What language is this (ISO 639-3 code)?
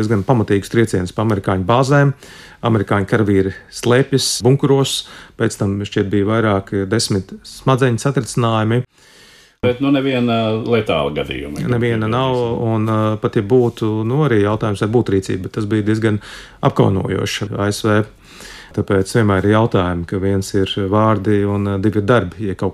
lav